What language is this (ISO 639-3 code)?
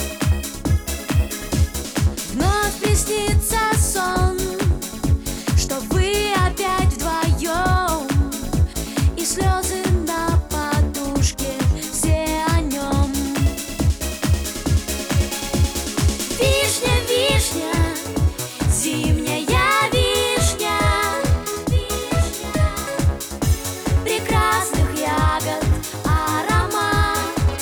rus